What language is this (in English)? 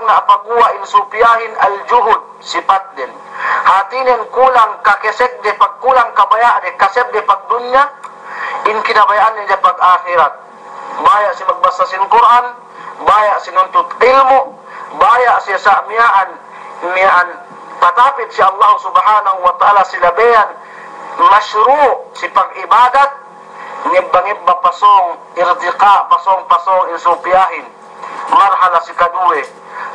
Yakan